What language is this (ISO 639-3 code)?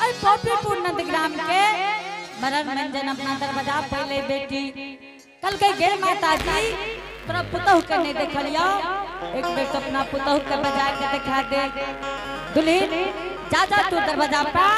anp